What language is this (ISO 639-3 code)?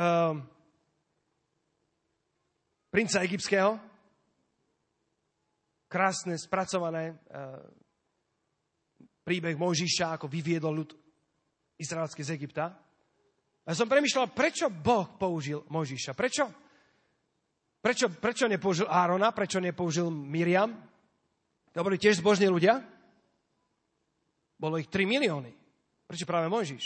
slk